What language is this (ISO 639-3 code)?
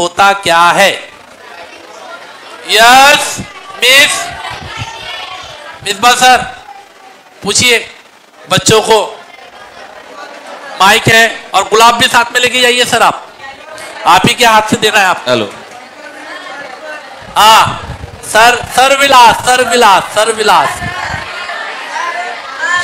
hin